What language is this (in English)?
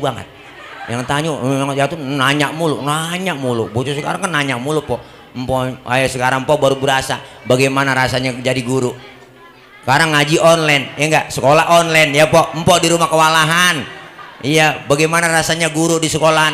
Betawi